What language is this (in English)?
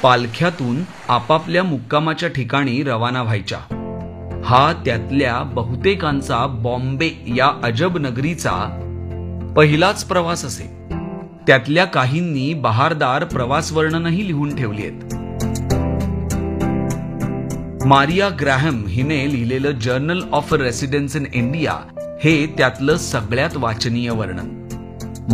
Marathi